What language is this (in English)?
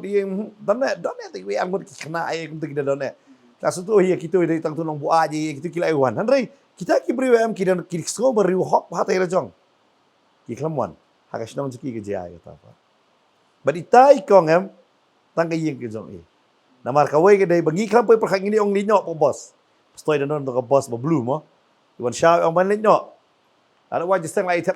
Khasi